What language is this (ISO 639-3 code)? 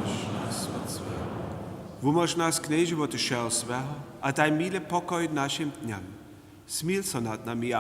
hsb